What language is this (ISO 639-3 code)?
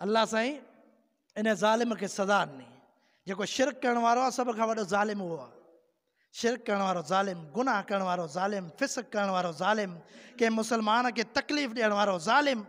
snd